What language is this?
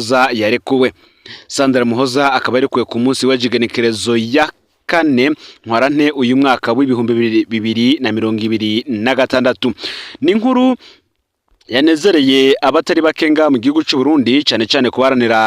Rundi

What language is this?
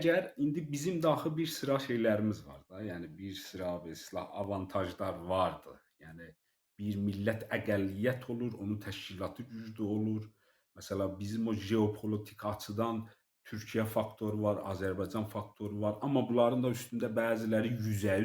South Azerbaijani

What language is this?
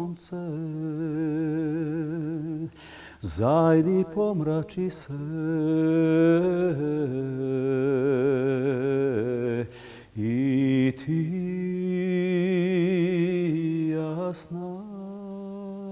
Serbian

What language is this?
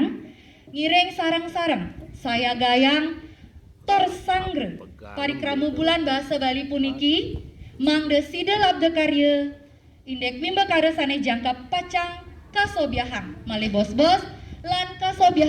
Balinese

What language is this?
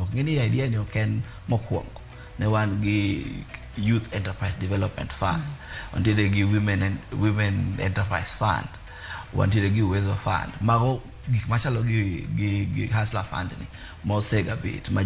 Luo (Kenya and Tanzania)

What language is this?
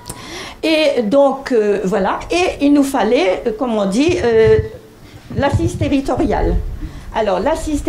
French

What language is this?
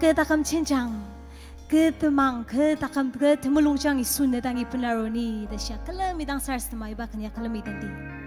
Ao Naga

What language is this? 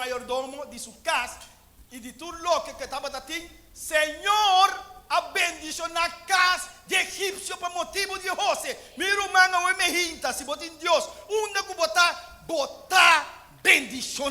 Papiamento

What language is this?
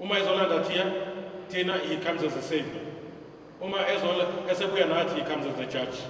Zulu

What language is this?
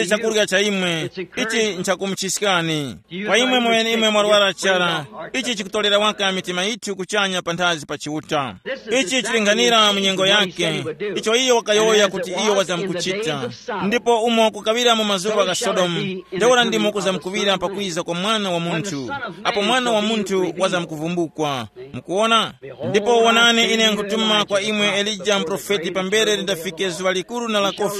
Tumbuka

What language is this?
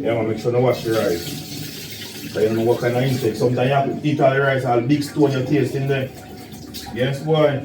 Jamaican Creole English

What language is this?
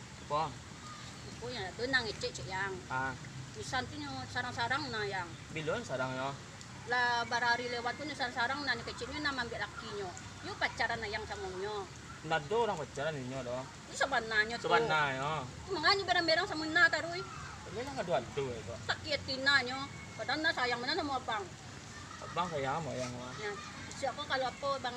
Minangkabau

